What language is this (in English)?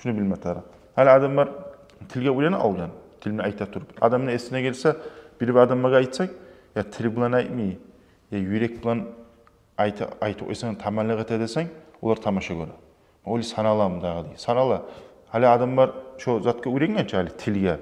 Kumyk